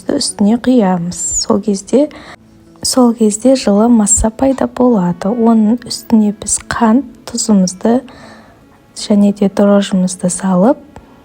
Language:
Kazakh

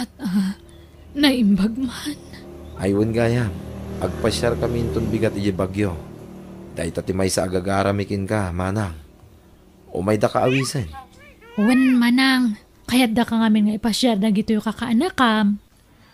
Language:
Iloko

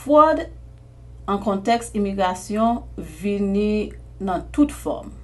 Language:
Haitian Creole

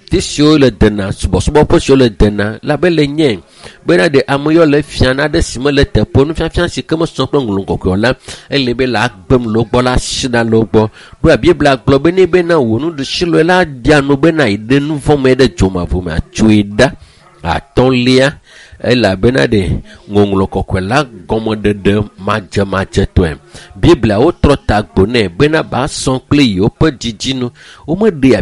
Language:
Ewe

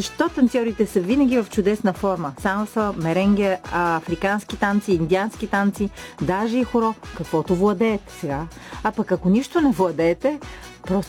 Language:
Bulgarian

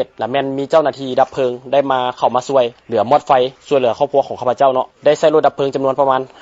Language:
Lao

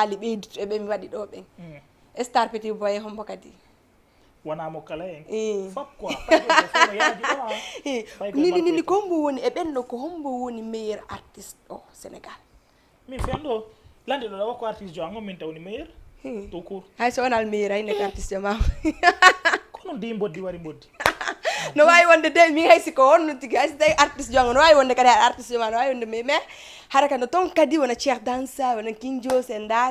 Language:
Fula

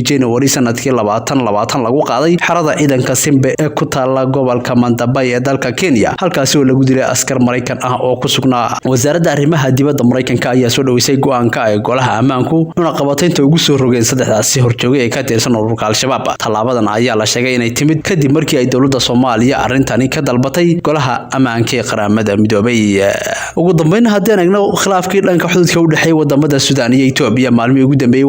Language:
Somali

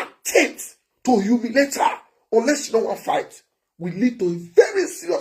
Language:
Nigerian Pidgin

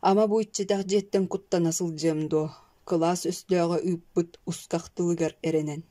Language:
Yakut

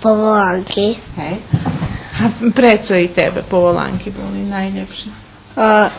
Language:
Rusyn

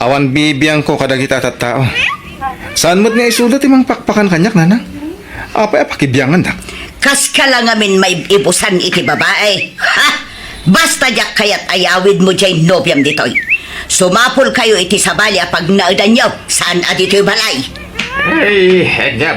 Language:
Iloko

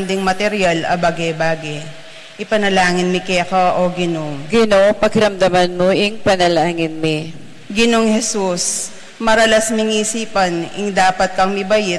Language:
Pampanga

